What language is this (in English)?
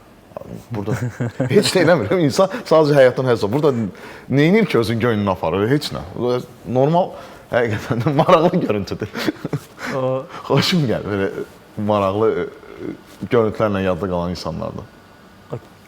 Azerbaijani